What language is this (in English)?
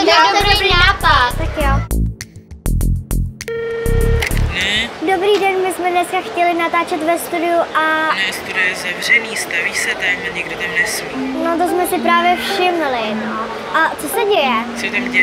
Czech